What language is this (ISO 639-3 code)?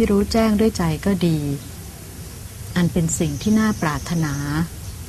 tha